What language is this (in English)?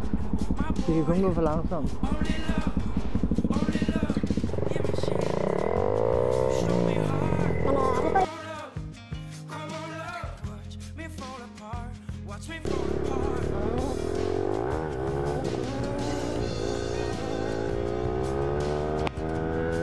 Danish